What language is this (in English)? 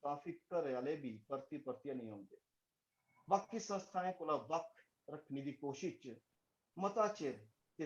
Dogri